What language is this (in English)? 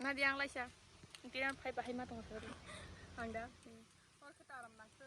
Kok Borok